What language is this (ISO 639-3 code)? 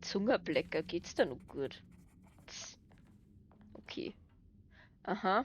bar